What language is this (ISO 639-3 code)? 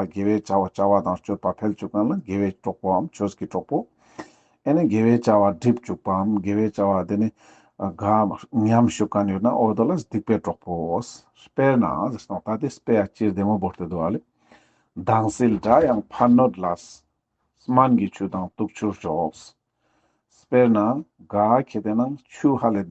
lbj